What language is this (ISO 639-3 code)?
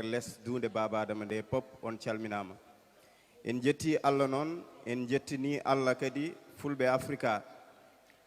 ful